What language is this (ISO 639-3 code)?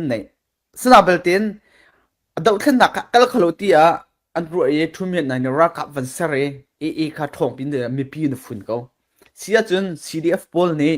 cfm